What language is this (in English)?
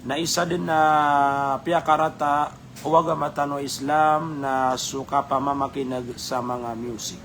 Maranao